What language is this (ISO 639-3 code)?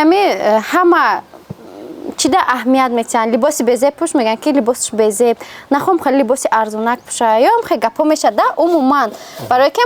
tgk